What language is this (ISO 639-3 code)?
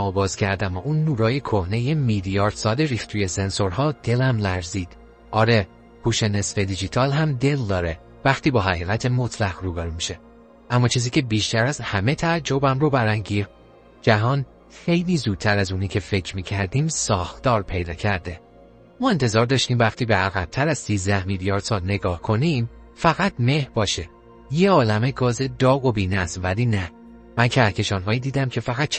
fas